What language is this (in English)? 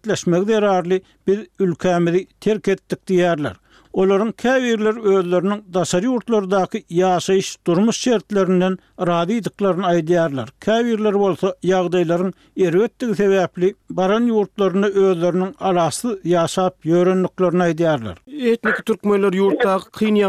Turkmen